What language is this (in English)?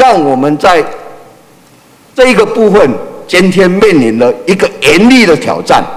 Chinese